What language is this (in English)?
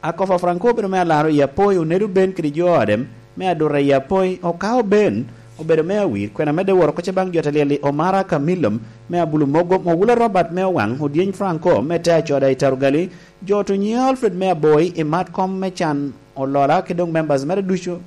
Lango (Uganda)